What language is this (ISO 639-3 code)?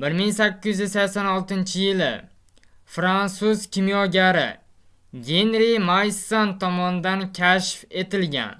uzb